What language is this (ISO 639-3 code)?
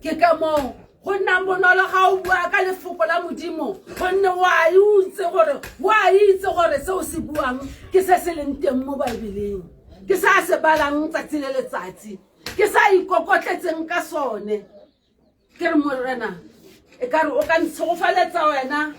tsn